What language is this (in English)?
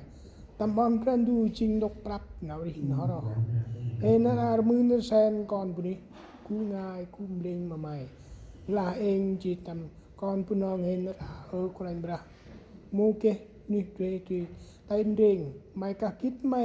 Central Mnong